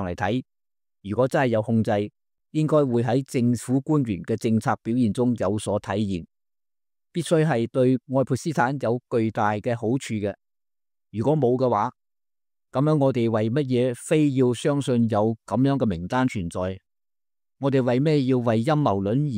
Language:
Cantonese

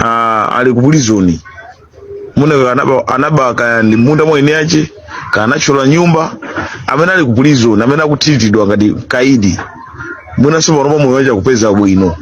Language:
Nyanja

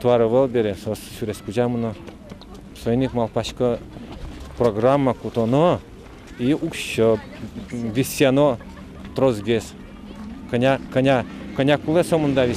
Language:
Udmurt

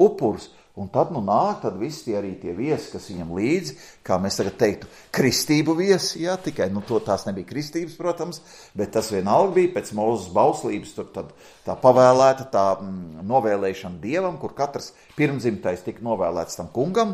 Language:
Latvian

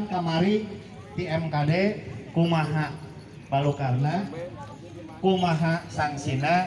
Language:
Sundanese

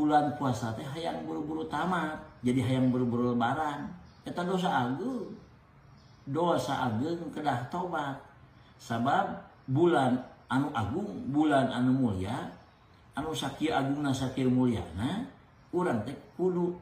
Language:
Sundanese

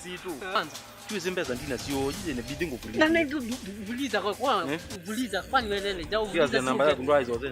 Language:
Kamba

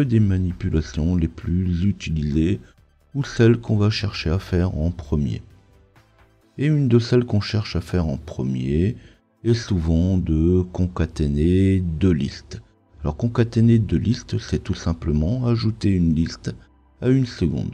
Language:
French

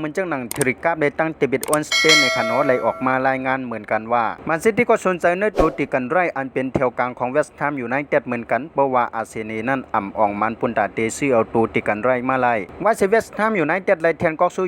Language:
Shan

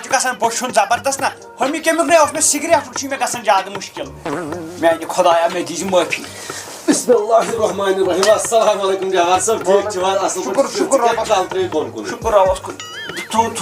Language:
Kashmiri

